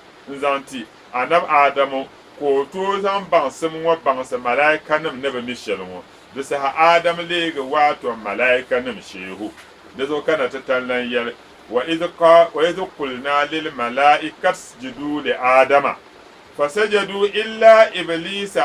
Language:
Dagbani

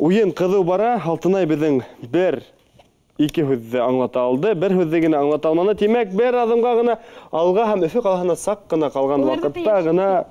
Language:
Bashkir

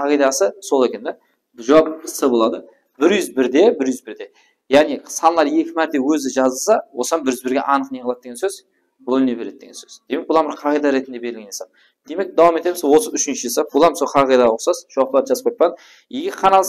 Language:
Kara-Kalpak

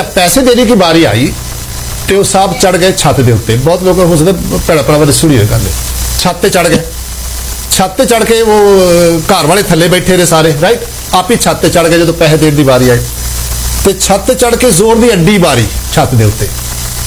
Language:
Urdu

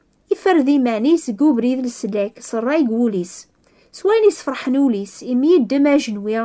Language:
Kabyle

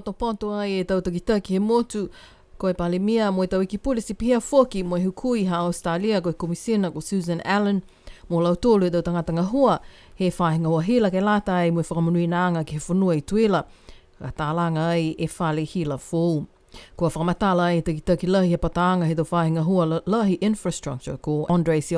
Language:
Niuean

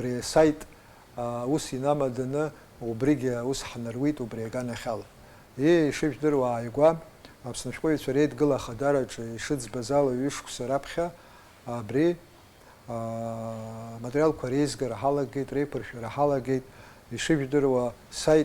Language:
Abkhazian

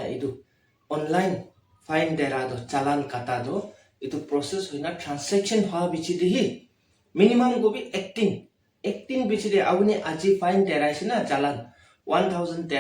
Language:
Naga Pidgin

